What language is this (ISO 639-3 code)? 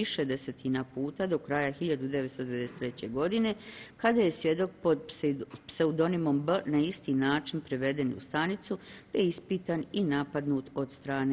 bos